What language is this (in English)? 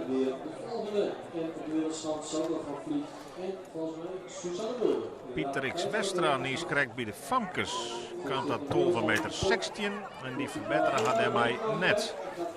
Western Frisian